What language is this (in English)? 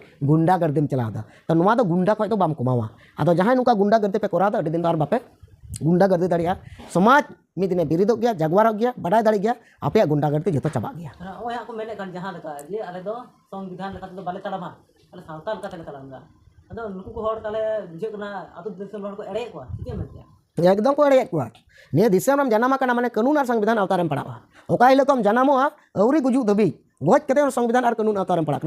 Santali